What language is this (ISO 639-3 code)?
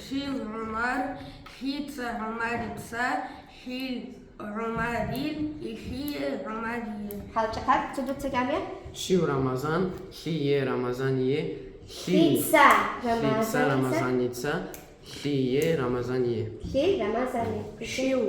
ava